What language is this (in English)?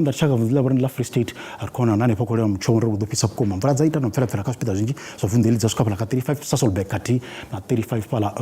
Venda